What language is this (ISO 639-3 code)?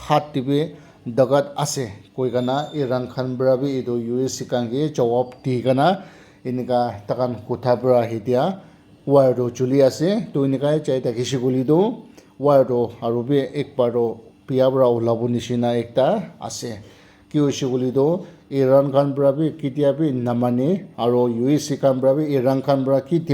nag